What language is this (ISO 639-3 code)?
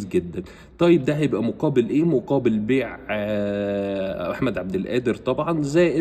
arz